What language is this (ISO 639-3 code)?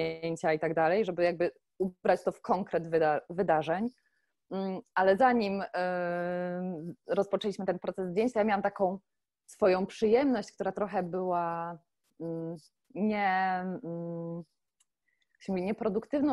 pol